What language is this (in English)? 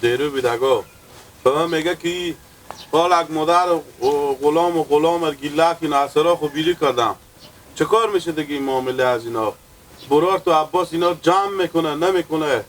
Persian